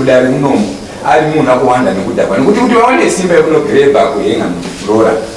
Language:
Shona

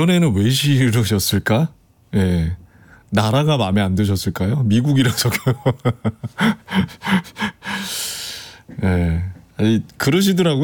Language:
Korean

